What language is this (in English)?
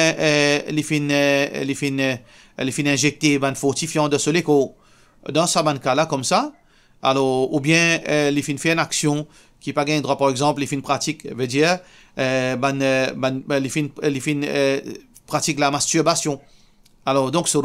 Morisyen